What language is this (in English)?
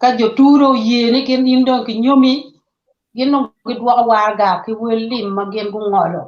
Acoli